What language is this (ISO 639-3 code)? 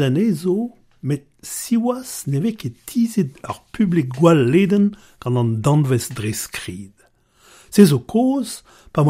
bre